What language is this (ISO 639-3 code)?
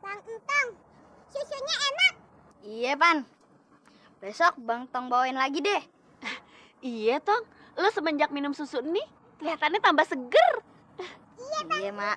bew